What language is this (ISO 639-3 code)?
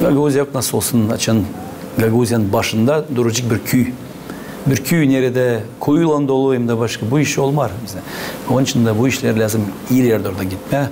gag